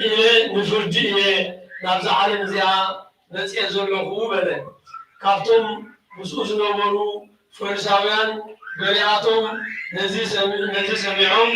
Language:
Tigrinya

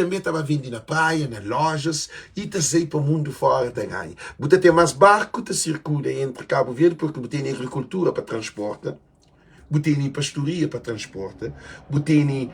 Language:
Kabuverdianu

